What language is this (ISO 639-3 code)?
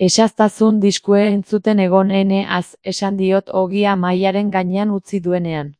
eus